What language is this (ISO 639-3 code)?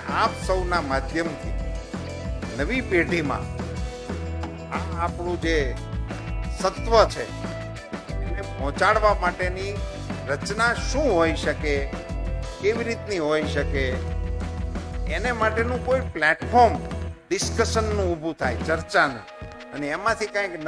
guj